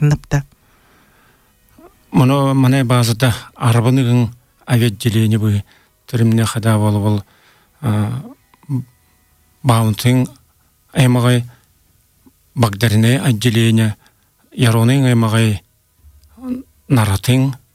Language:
Buriat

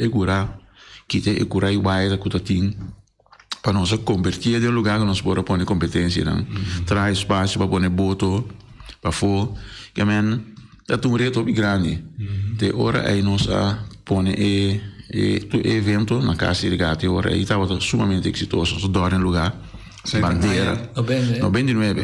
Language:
Papiamento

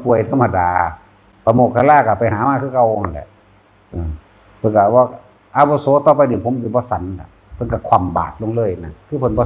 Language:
Northeastern Thai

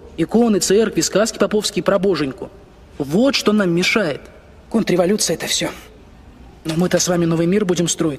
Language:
Russian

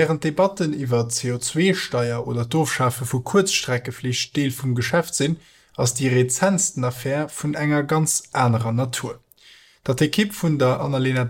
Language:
Luxembourgish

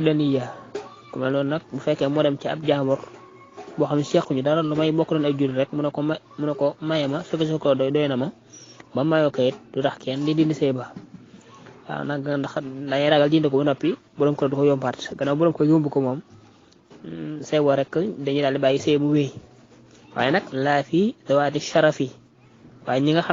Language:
Wolof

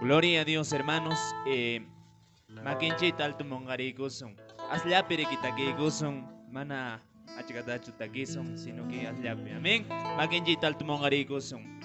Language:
Quechua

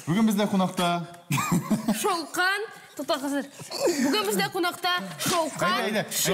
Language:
Tatar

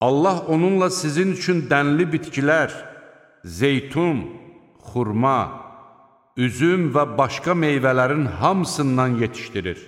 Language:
Azerbaijani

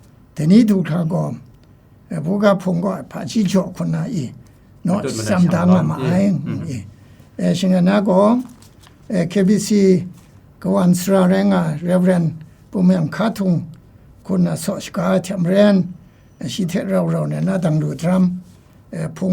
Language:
Kachin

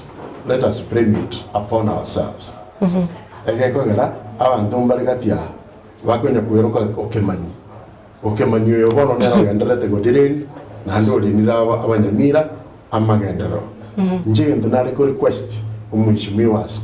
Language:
Gusii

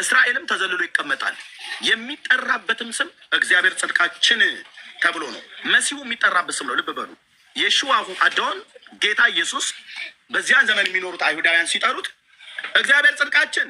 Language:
Amharic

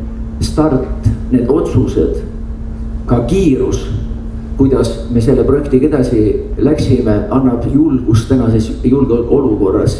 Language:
Estonian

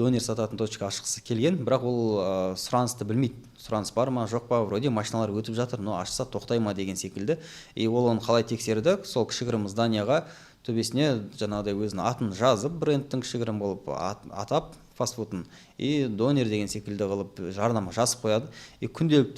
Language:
Kazakh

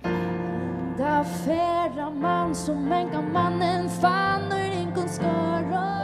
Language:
Faroese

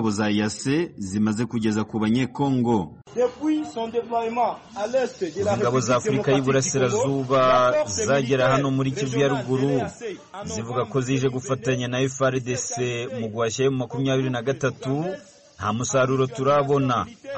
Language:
Kinyarwanda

